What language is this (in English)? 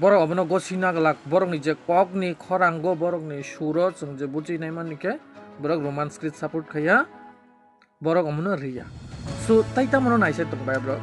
Kok Borok